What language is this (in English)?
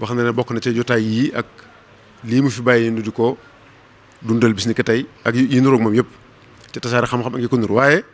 Wolof